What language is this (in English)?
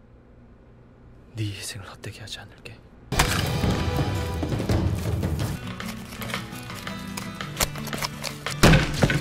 Korean